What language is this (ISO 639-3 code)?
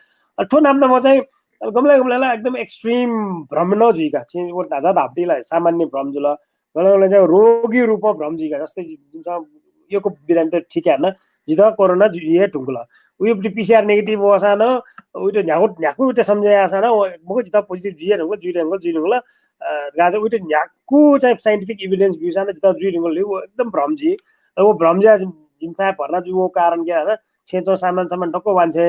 new